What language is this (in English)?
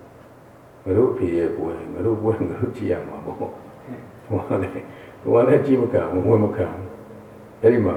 Burmese